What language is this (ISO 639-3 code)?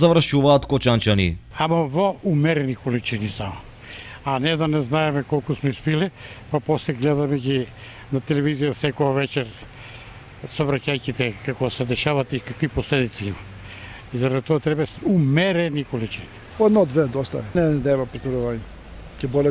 mkd